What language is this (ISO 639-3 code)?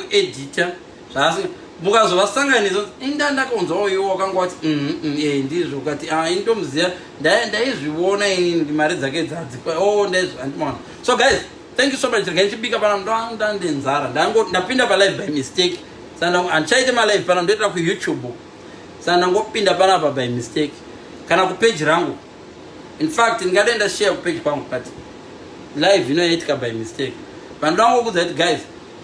sna